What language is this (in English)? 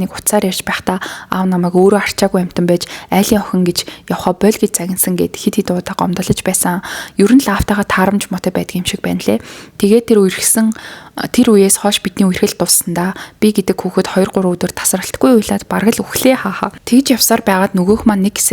Mongolian